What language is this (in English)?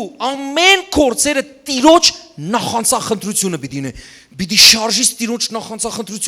Western Armenian